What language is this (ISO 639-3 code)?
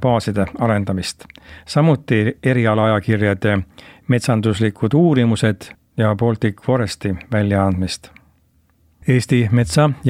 est